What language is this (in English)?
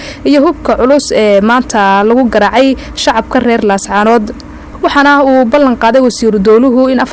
Somali